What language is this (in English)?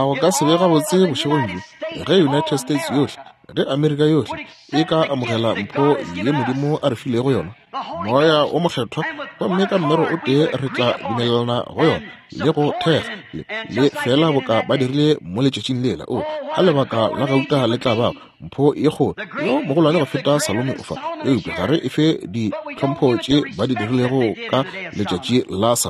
Northern Sotho